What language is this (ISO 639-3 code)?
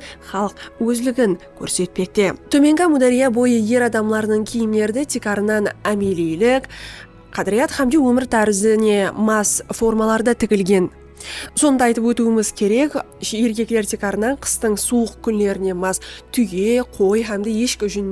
kaa